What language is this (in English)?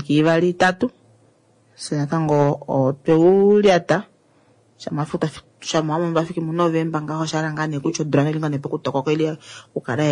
Kuanyama